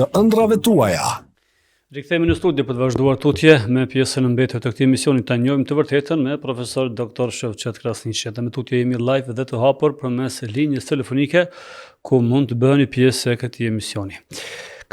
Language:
Albanian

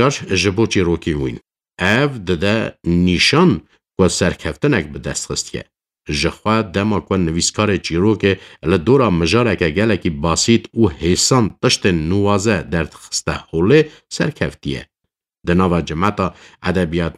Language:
Kurdish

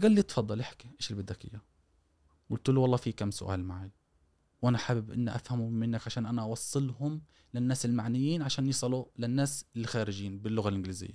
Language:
Gulf Arabic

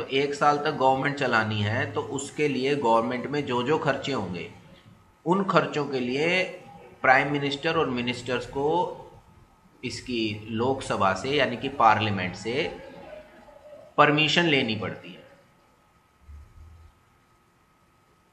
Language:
Hindi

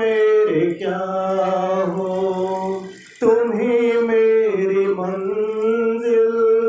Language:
Odia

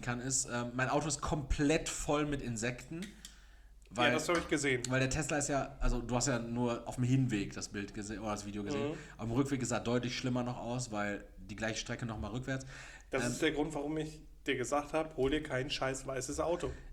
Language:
German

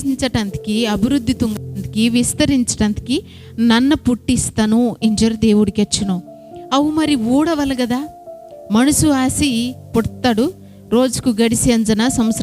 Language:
Koya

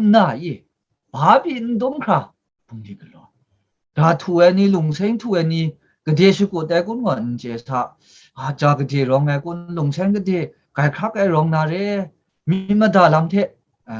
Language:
Kachin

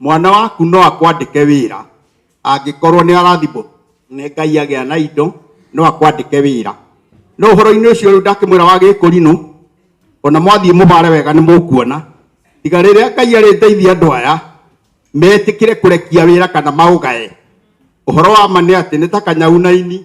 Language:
Kikuyu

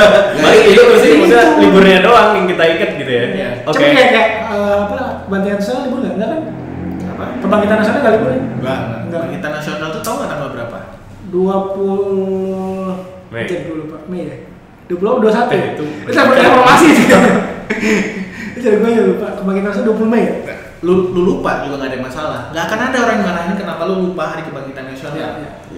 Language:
Indonesian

